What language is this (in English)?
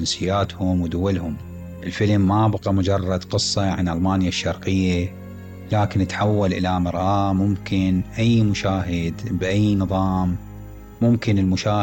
Mesopotamian Arabic